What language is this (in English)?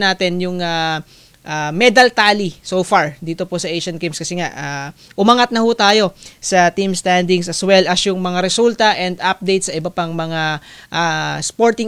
Filipino